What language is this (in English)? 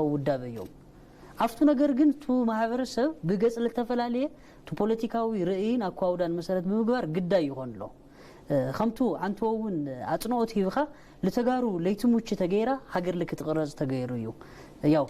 Tigrinya